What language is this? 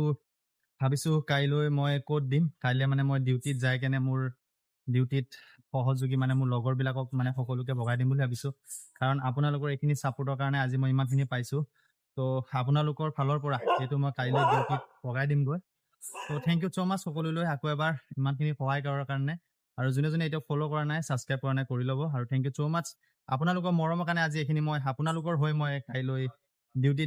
Assamese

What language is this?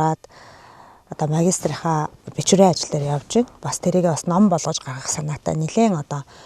Mongolian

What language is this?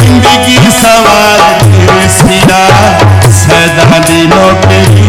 Saraiki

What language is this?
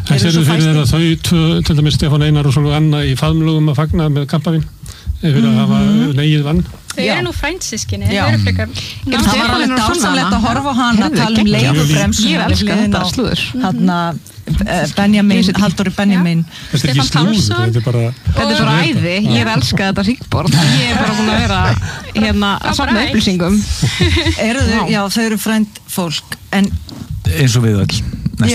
Icelandic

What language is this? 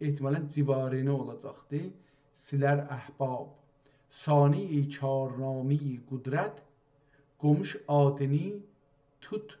South Azerbaijani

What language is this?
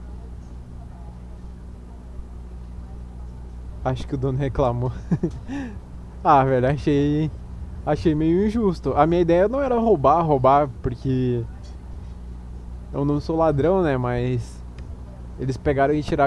Portuguese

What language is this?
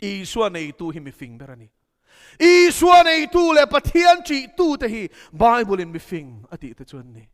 Mizo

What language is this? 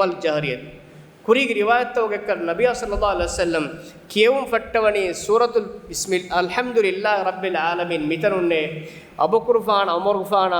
Divehi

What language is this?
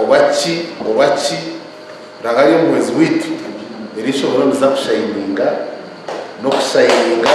Nyankole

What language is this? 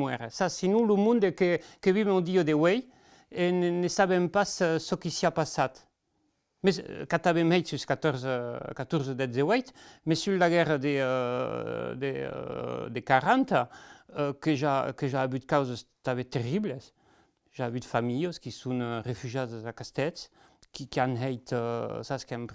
Occitan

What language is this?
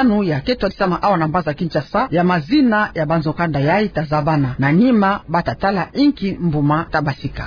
Kituba (Democratic Republic of Congo)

